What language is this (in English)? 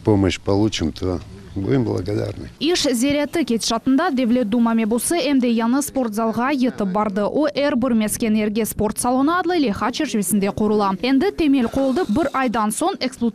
Crimean Tatar